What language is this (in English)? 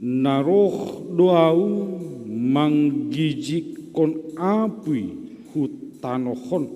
Batak Simalungun